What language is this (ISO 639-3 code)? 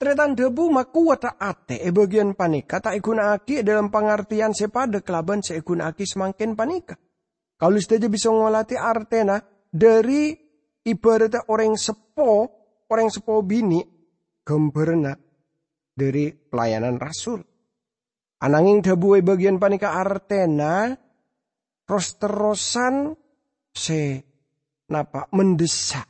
mad